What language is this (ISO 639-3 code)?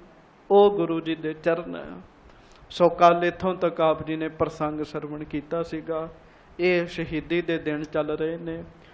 pan